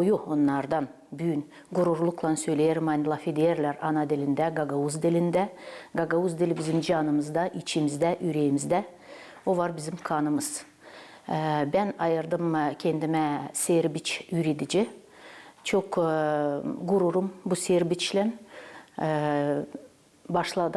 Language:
Gagauz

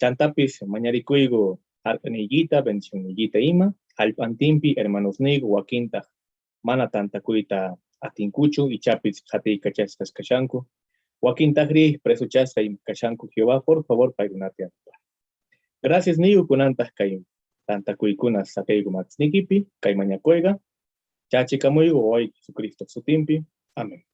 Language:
South Bolivian Quechua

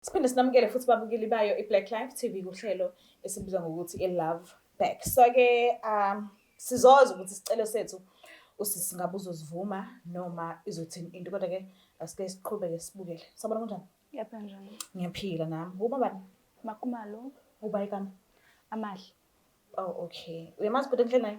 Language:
Zulu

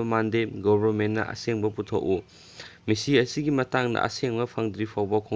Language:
Manipuri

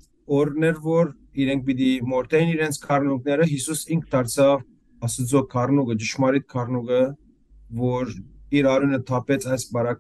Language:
Western Armenian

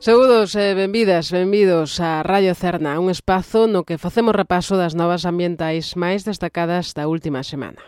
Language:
Galician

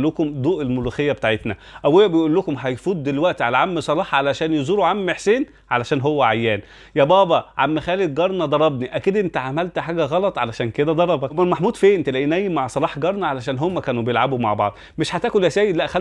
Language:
Egyptian Arabic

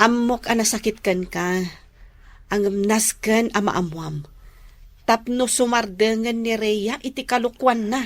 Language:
Iloko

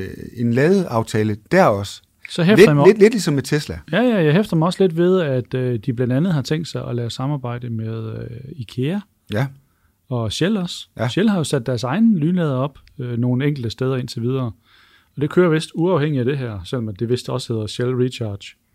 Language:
Danish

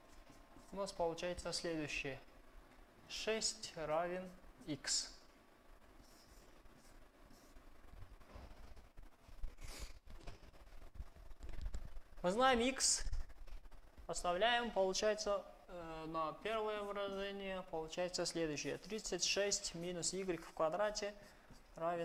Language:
Russian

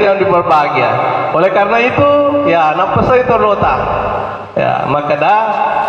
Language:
Buginese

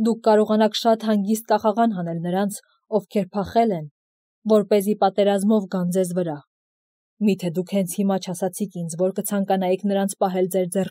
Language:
Armenian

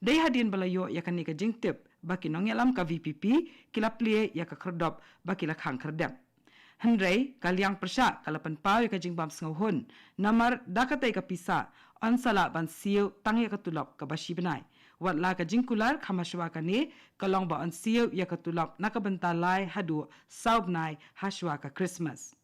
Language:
Khasi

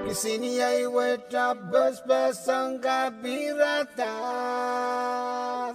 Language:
Pohnpeian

